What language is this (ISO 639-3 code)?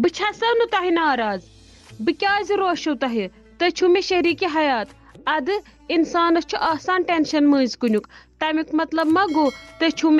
kas